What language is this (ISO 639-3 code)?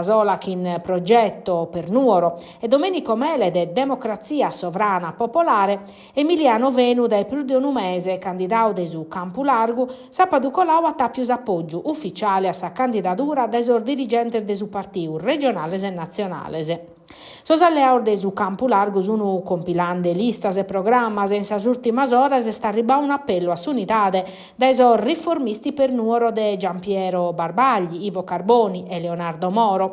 srd